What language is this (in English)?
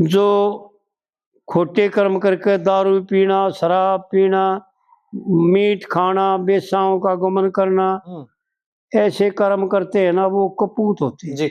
Haryanvi